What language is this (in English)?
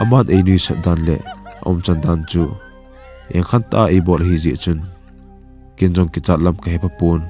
Thado Chin